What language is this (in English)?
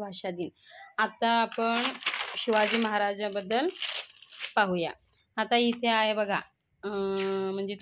Marathi